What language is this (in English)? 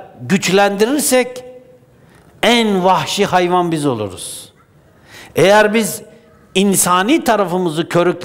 Turkish